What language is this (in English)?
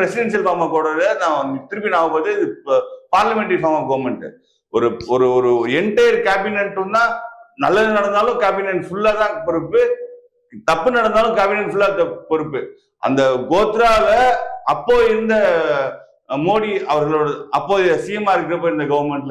Tamil